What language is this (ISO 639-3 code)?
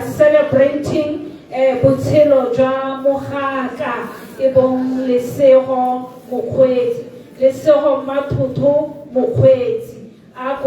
tsn